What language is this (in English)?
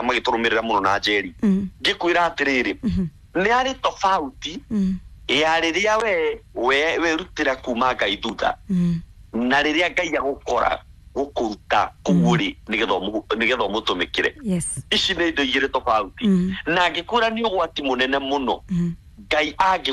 Kikuyu